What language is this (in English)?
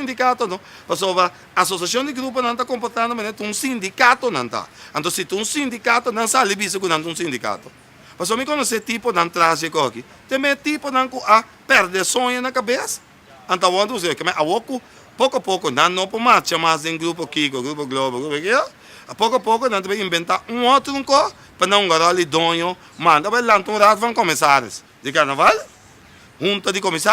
Papiamento